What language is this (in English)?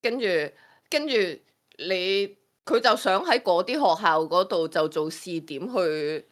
Cantonese